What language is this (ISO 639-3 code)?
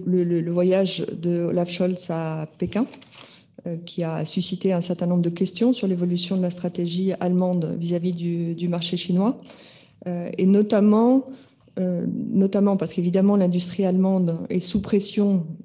fra